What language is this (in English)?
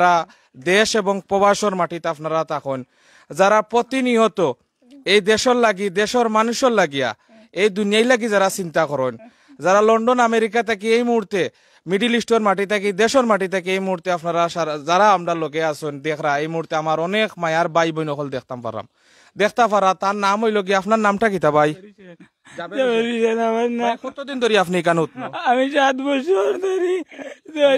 Sylheti